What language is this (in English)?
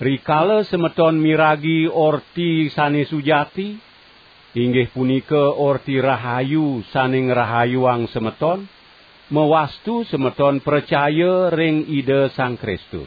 Balinese